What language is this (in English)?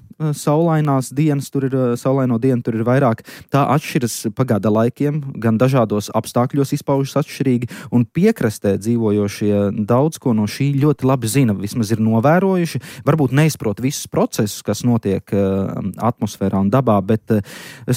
Latvian